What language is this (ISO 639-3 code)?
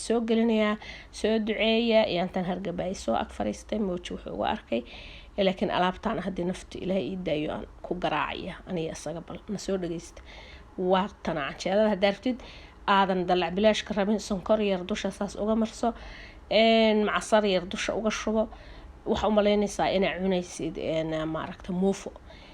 som